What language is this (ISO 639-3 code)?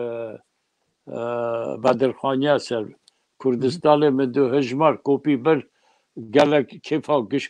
kur